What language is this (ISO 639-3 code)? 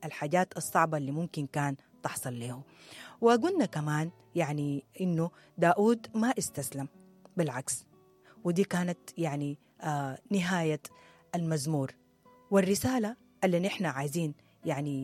apd